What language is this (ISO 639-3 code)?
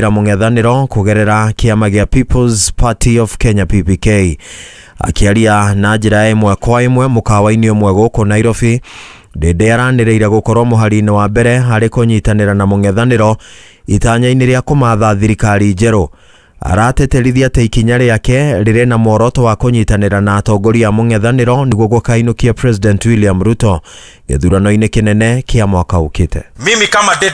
kik